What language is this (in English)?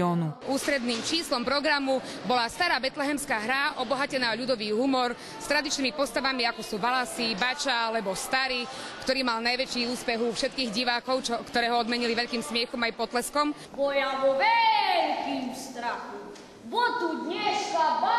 Slovak